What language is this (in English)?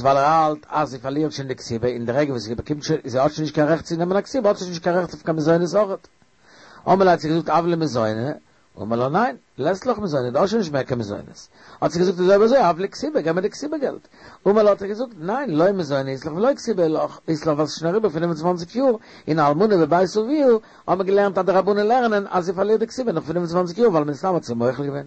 Yiddish